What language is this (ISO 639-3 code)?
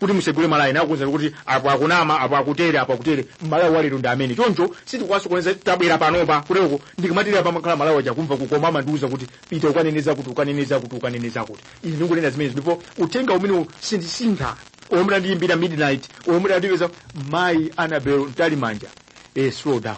nya